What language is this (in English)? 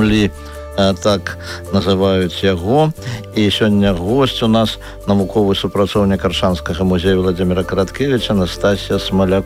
Belarusian